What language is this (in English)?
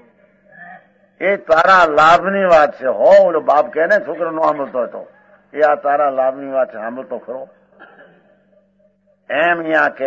Gujarati